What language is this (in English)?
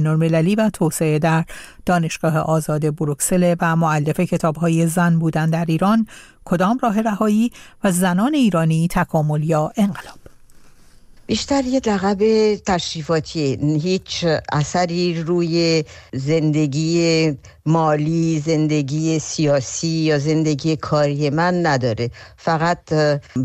Persian